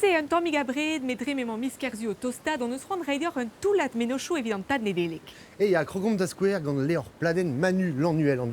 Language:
Breton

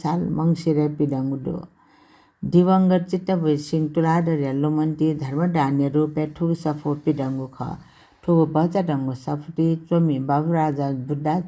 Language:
Newari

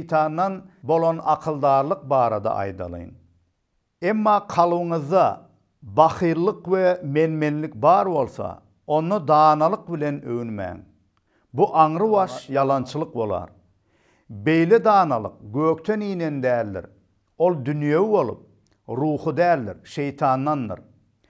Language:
Turkmen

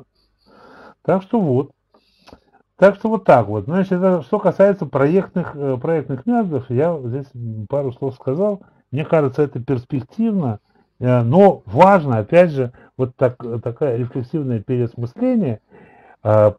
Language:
Russian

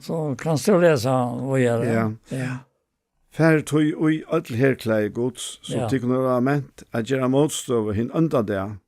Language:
Faroese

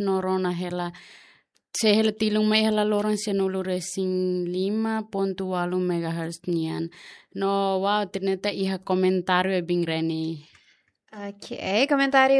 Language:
Tetum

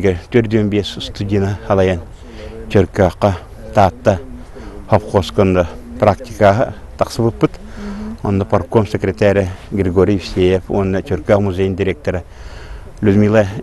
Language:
Yakut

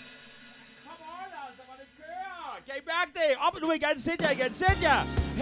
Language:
Danish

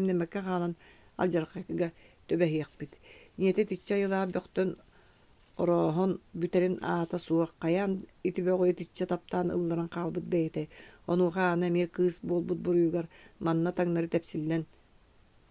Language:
Yakut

